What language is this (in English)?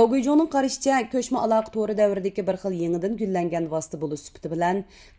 Uyghur